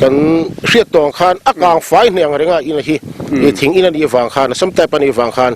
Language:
Mizo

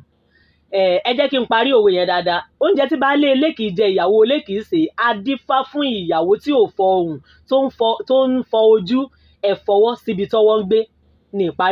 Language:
Yoruba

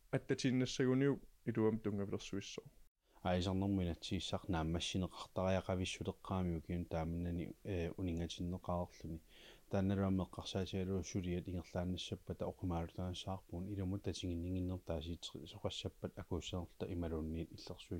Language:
Kalaallisut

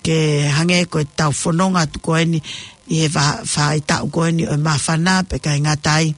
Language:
Tongan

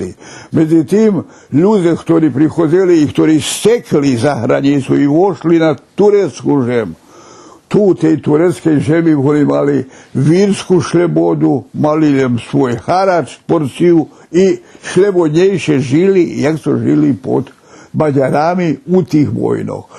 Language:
Rusyn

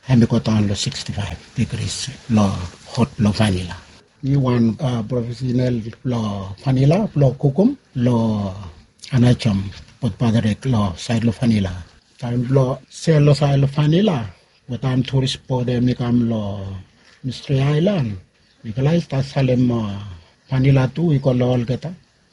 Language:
Bislama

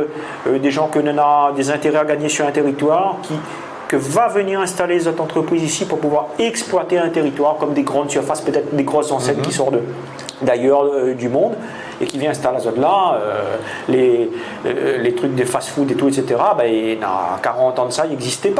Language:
Réunion Creole French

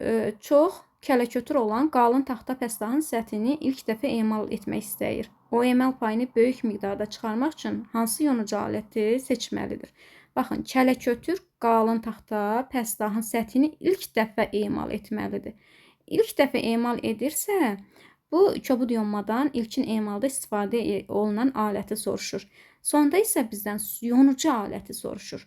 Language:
Azerbaijani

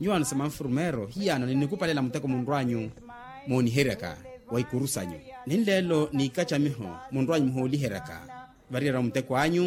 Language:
Makhuwa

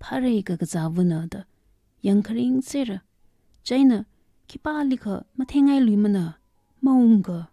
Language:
Tangkhul Naga (India)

